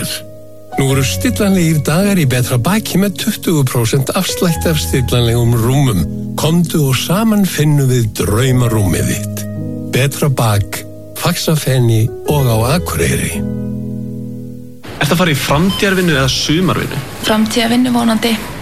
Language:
Icelandic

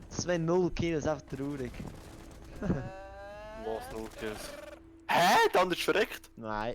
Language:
Swiss German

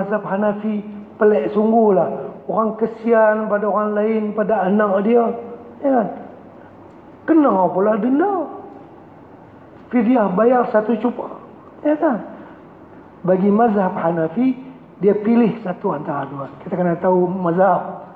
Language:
Malay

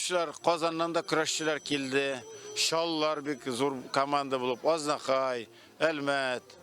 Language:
Tatar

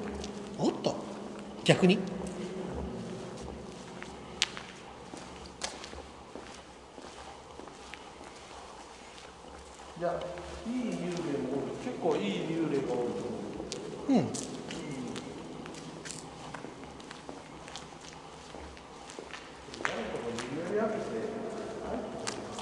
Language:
Japanese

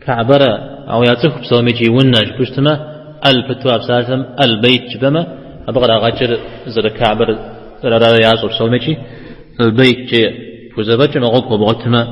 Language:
Kabardian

